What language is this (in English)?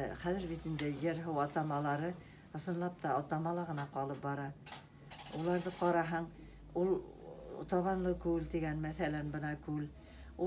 Bashkir